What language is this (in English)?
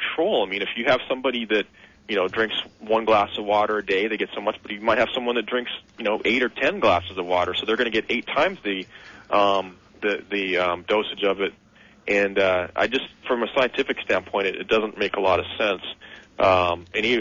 English